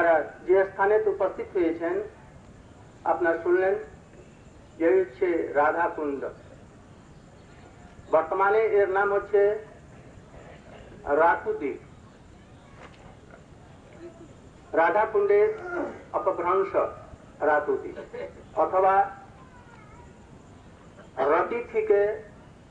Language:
Bangla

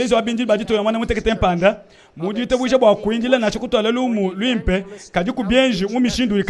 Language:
Luba-Lulua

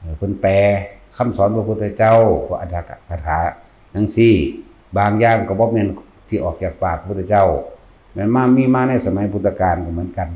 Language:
Lao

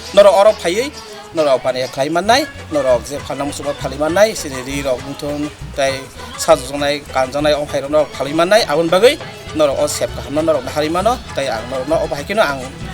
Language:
Kok Borok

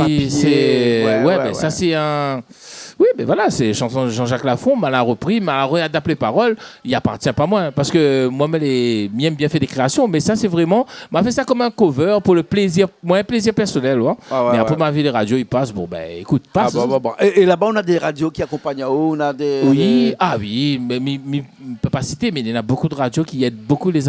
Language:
Réunion Creole French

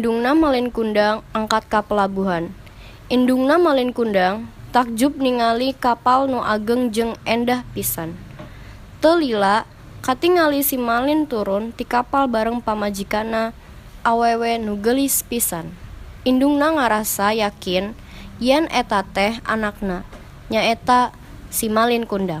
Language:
Sundanese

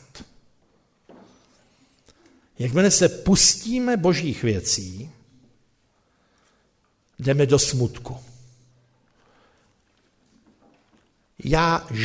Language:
Czech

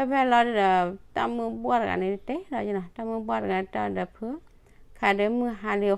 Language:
S'gaw Karen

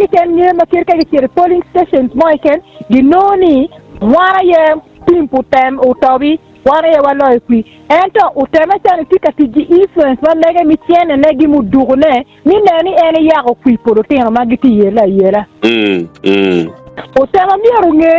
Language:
Acoli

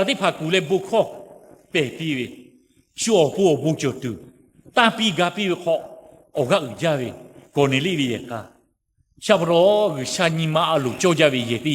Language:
Lahu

